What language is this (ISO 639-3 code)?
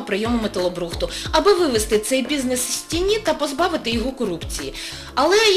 ukr